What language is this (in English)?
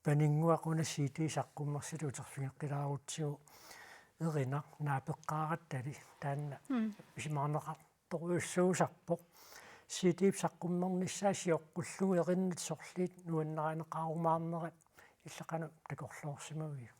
Kalaallisut